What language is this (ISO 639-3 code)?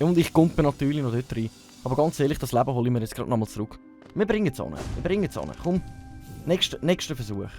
gsw